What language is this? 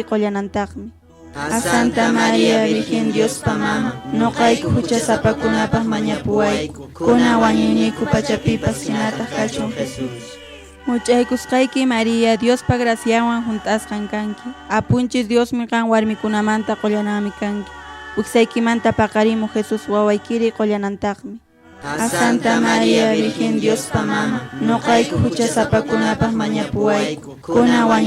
Quechua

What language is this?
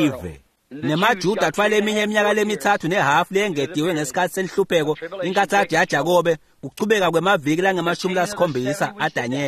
Swati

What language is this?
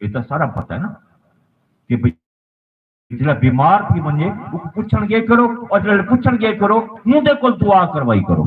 Saraiki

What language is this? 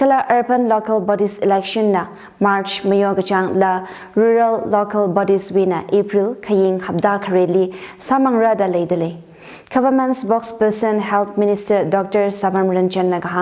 Tangkhul Naga (India)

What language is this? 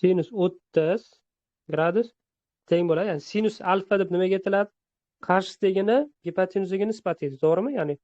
Uzbek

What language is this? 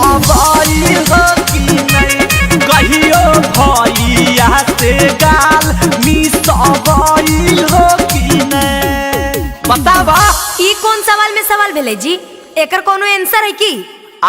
Magahi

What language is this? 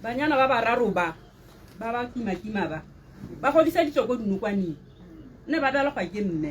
Tswana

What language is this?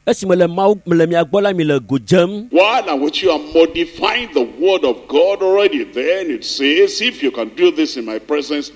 Ewe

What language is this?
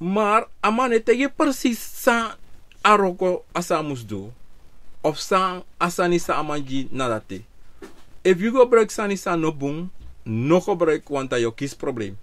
Sranan Tongo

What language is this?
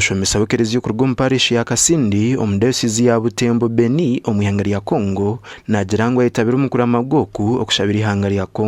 Nyankole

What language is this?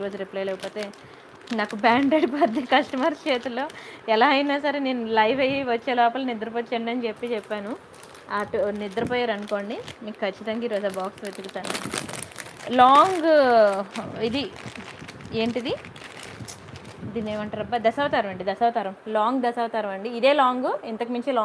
Telugu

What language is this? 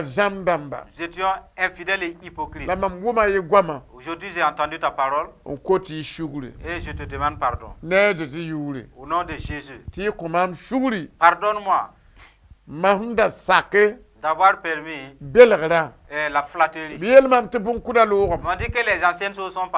Mossi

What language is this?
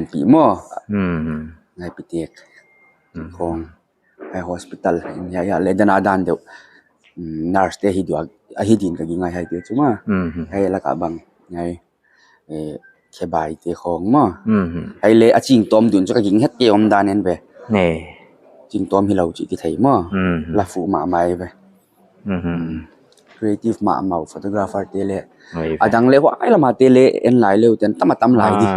Paite Chin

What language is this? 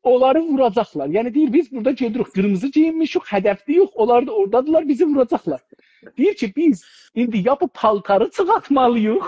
South Azerbaijani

